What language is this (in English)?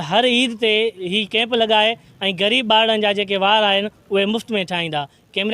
Sindhi